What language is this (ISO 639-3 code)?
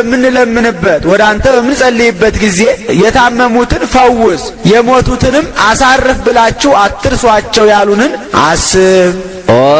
amh